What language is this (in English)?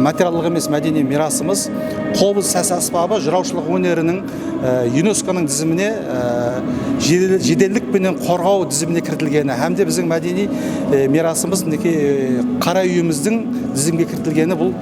Kara-Kalpak